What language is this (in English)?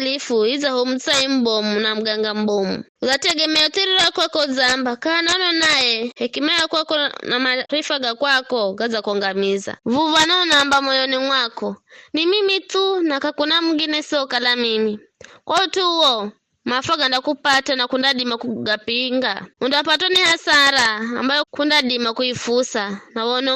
Giryama